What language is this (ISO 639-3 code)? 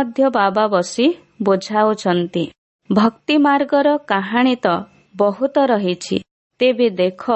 ori